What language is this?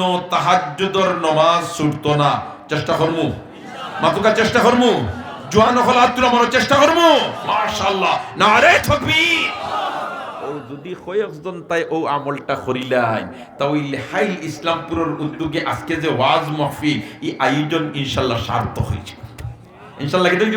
Sylheti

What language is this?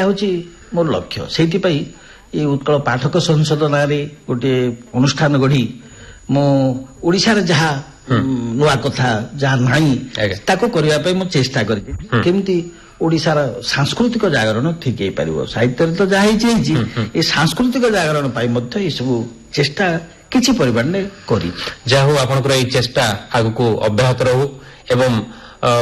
Odia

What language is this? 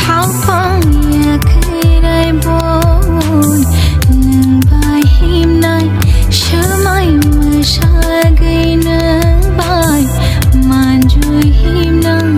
Kok Borok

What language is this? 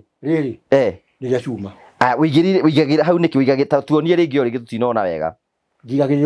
Kikuyu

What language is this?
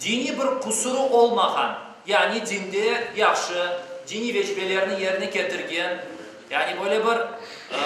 Crimean Tatar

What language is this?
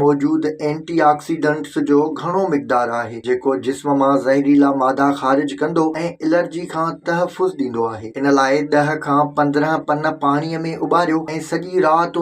Sindhi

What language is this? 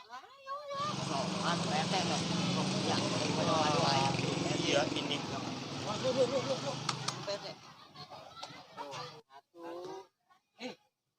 Betawi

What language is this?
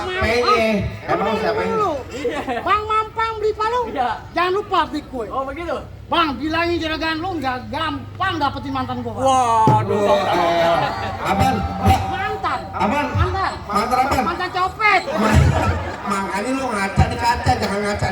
Betawi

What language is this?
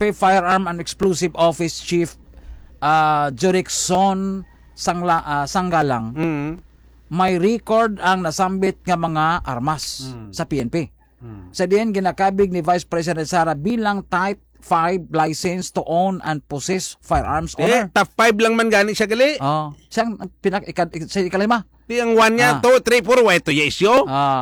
Hiligaynon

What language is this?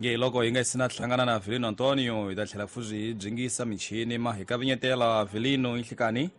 Tsonga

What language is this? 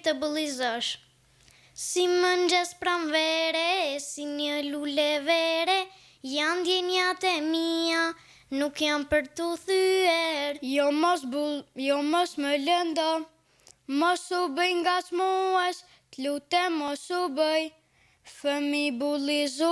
Albanian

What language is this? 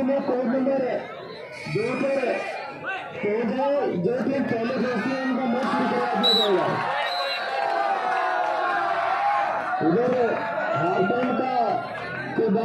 Hindi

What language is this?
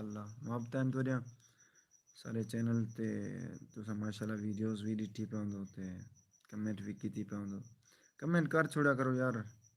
Saraiki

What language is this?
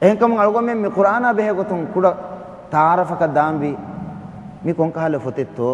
Divehi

